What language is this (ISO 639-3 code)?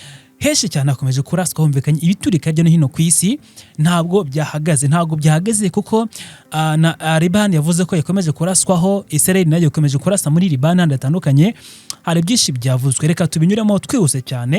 kin